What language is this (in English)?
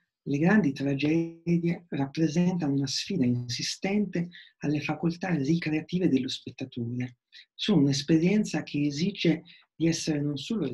Italian